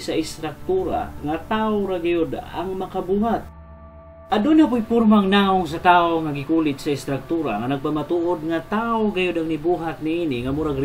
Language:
Cebuano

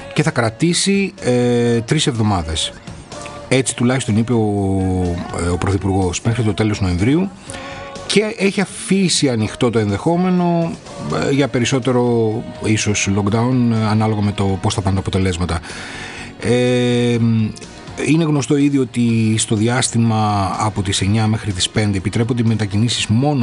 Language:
Greek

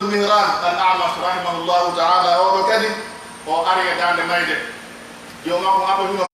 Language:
Pular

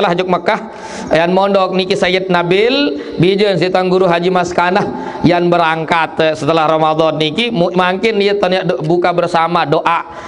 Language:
Sasak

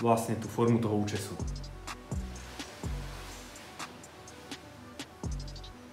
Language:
Slovak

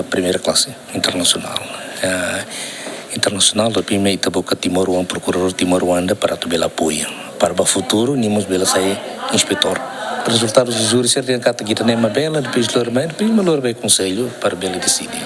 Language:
Tetum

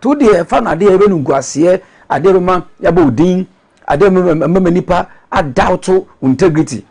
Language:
Akan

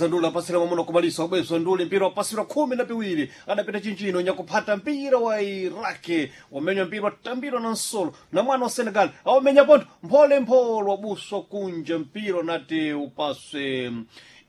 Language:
Sena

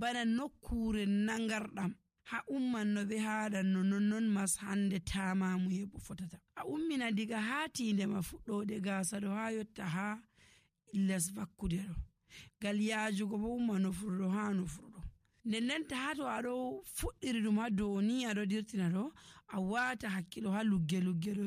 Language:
Nigerian Fulfulde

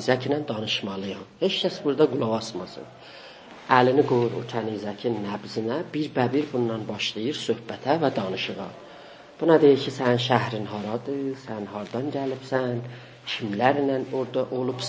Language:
South Azerbaijani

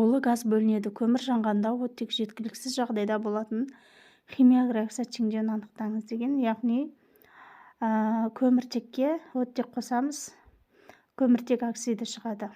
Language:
Kazakh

